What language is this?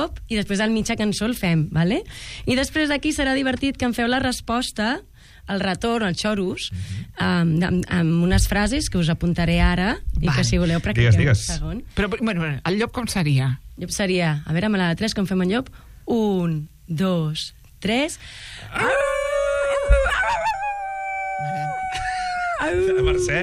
Catalan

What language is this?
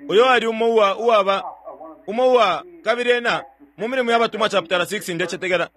Bemba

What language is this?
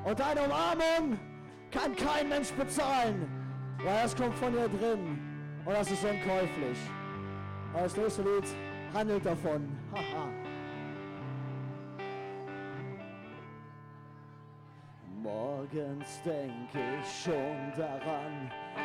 German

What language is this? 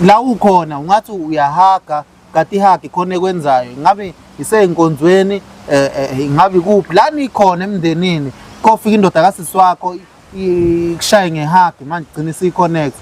Zulu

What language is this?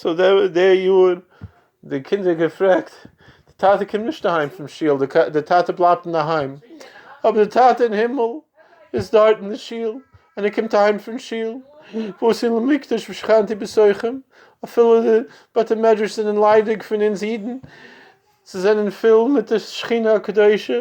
Yiddish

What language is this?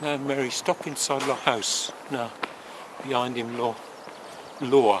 Tok Pisin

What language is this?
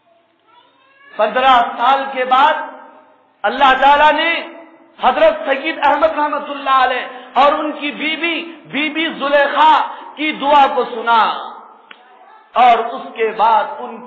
Urdu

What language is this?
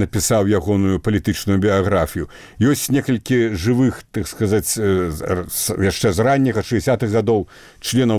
Belarusian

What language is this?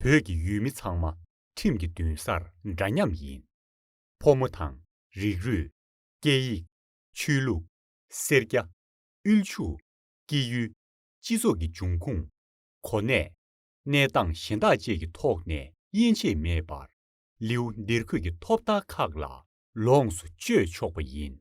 Tibetan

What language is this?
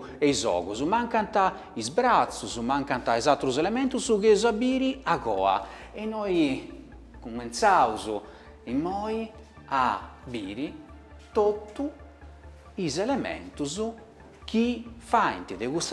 Sardinian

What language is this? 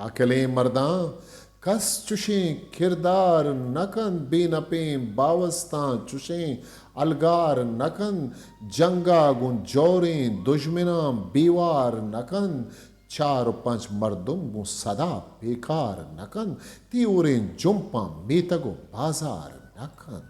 Eastern Balochi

